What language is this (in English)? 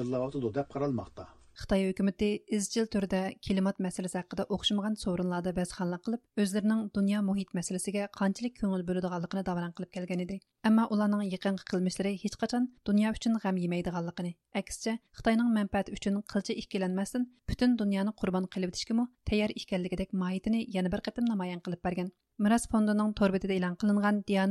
Uyghur